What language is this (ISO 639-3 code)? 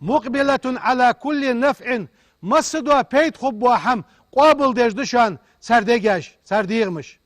inh